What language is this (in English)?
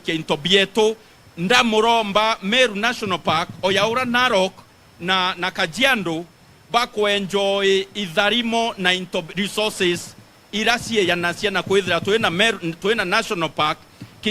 Meru